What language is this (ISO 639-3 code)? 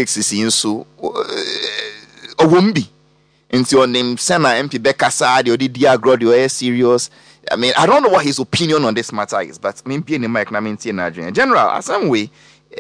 aka